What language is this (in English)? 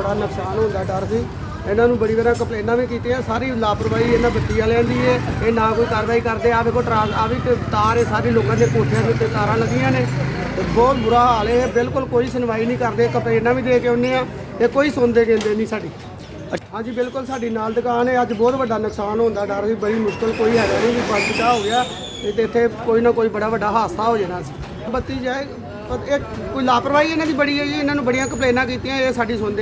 Punjabi